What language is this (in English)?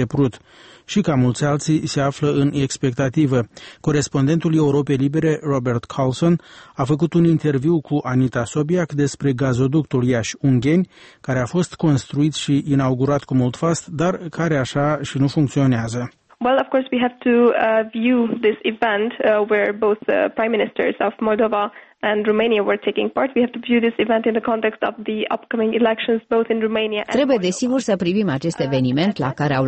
Romanian